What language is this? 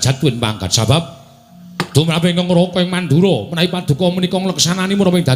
Javanese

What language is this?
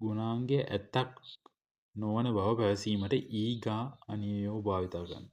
Sinhala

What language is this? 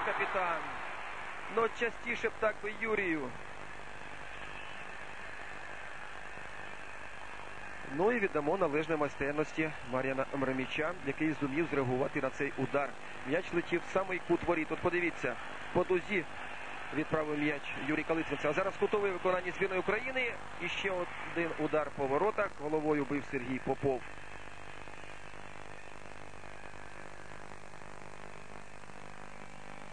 Ukrainian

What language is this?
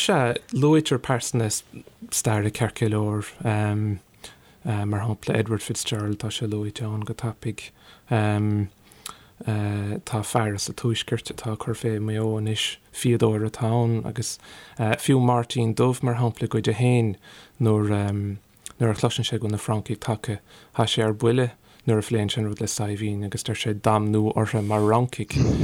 Irish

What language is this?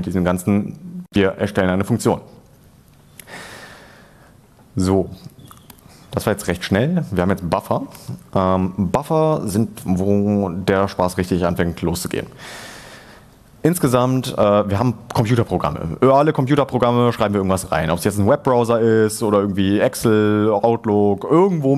German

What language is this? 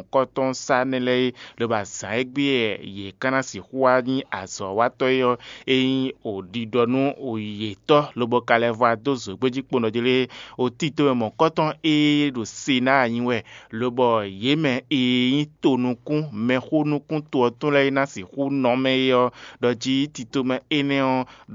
Fon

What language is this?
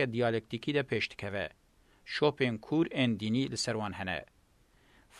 Kurdish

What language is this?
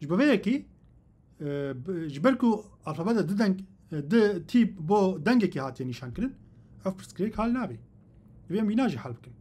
Kurdish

